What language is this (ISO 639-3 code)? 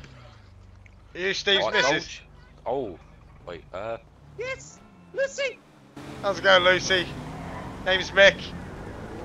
eng